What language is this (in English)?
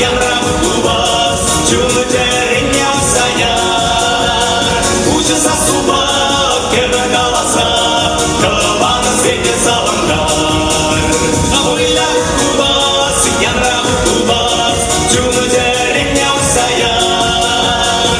Chuvash